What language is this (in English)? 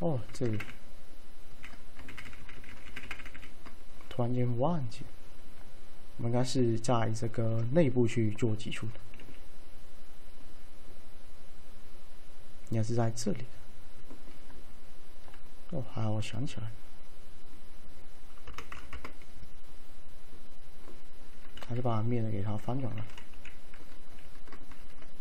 Chinese